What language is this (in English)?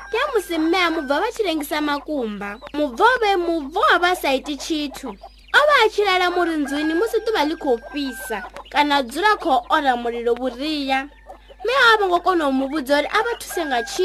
Venda